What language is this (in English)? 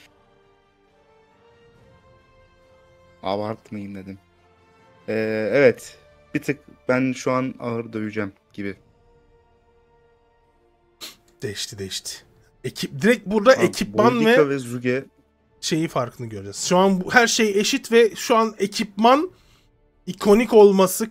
Turkish